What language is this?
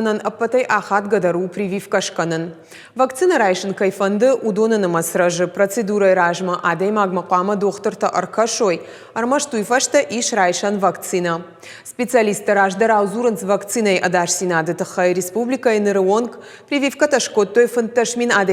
Ossetic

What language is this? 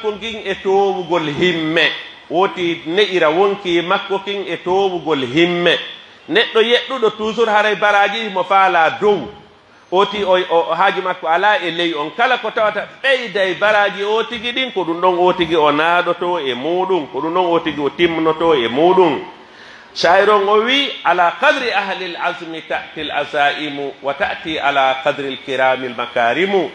Pular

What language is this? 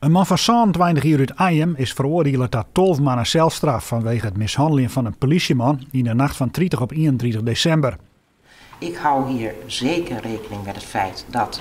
Western Frisian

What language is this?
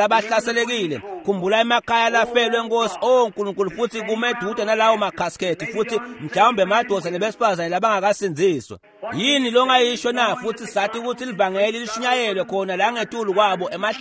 Swati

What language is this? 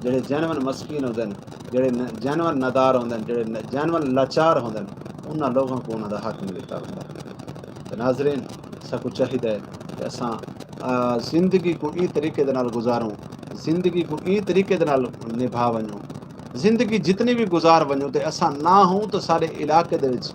Saraiki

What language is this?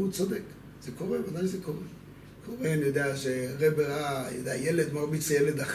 Hebrew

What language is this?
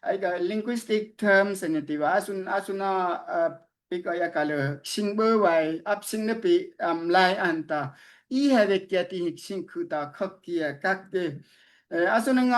Daai Chin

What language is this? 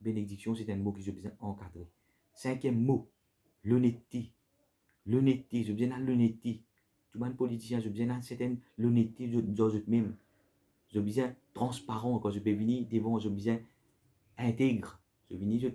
Morisyen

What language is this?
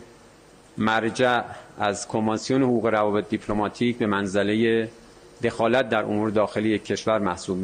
Persian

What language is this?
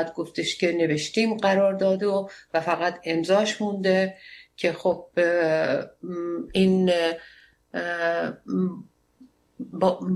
Persian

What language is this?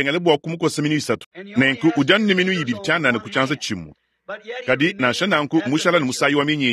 Luba-Lulua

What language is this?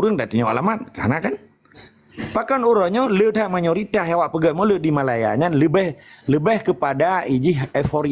Achinese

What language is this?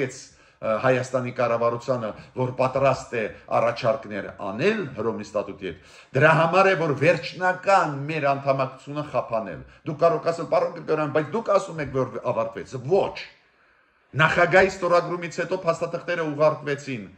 Armenian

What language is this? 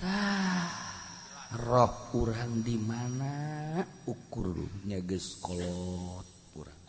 Sundanese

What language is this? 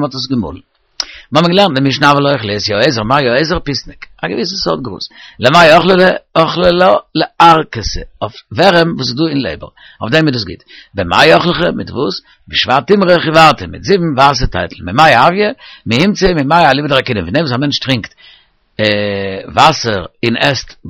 Yiddish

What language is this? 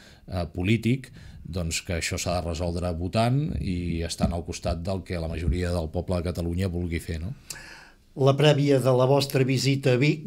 Catalan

